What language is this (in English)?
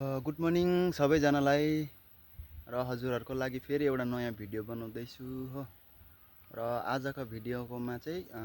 Nepali